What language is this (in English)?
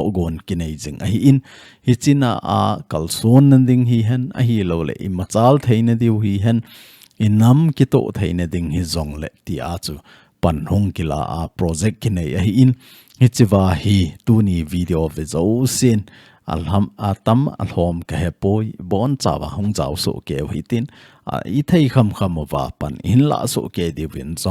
Thado Chin